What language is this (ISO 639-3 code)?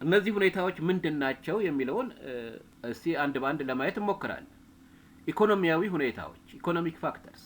amh